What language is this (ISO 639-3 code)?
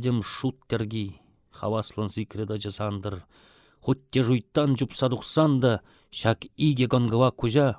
chv